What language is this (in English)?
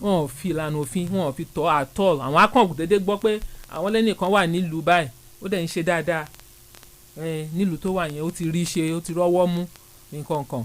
Yoruba